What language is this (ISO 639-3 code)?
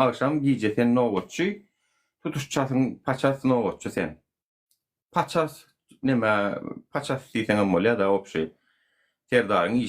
tuk